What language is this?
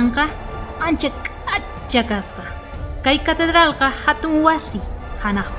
South Bolivian Quechua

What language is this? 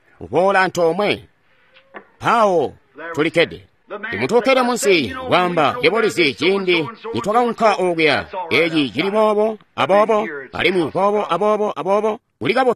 Tonga (Zambia)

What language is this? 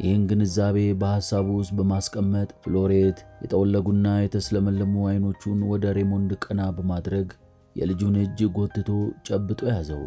Amharic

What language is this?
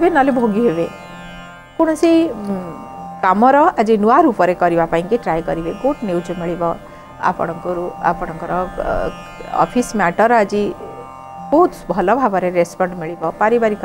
Odia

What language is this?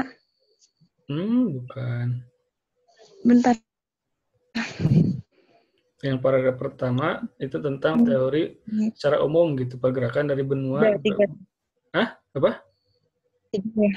Indonesian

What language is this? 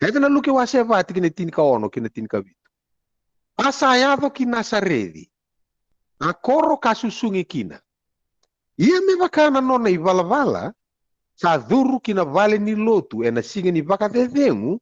Fijian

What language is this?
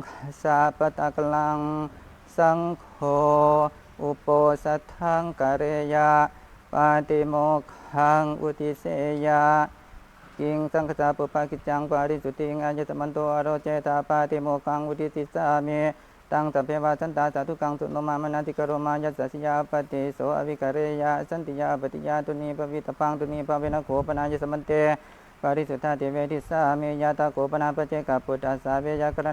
Pali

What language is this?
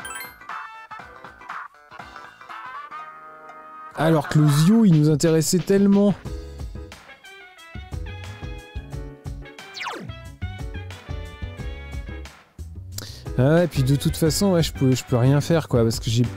French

